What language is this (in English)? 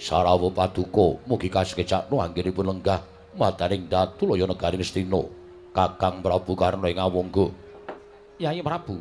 Javanese